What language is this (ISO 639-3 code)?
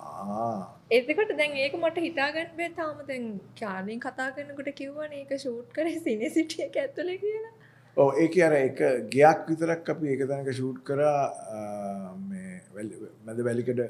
sin